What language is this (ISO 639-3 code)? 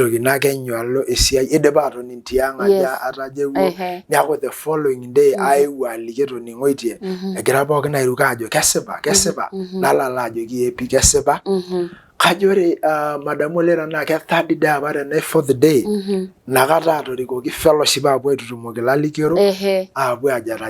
mas